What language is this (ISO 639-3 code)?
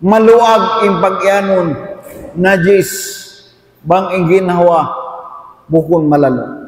tsg